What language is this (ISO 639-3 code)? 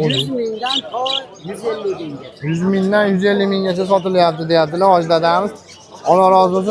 uzb